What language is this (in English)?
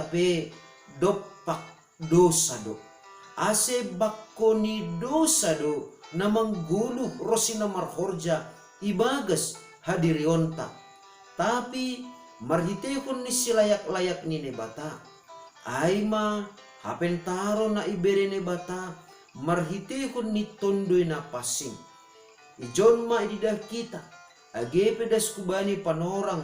Batak Simalungun